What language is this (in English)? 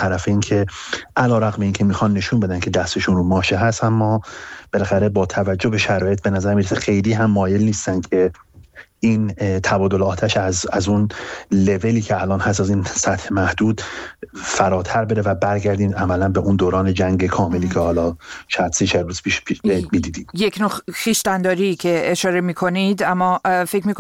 Persian